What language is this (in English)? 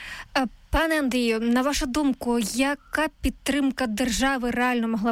Ukrainian